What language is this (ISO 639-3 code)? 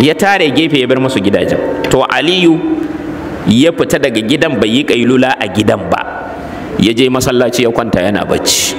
hau